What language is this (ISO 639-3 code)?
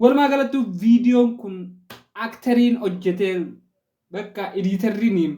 orm